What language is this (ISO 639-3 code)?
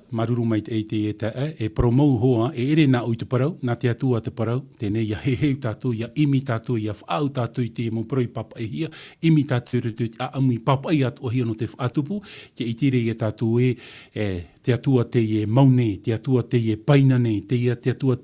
tah